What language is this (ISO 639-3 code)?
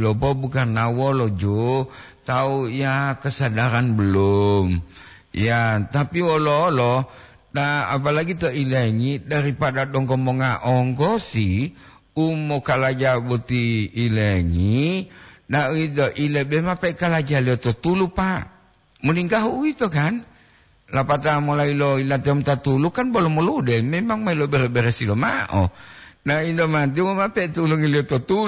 gor